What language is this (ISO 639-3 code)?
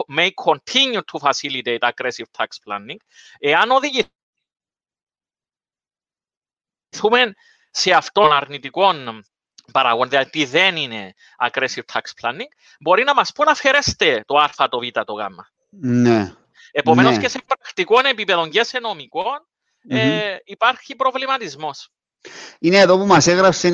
ell